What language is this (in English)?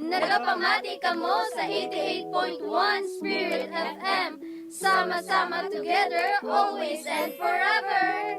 Hiligaynon